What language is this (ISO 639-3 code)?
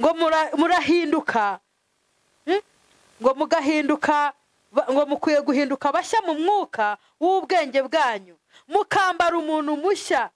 kin